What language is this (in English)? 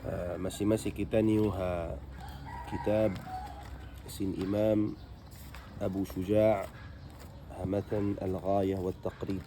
Tausug